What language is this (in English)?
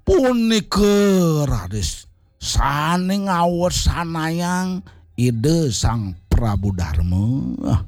Balinese